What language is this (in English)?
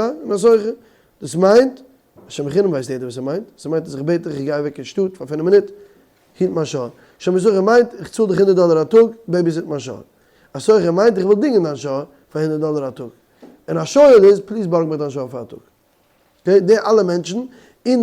Yiddish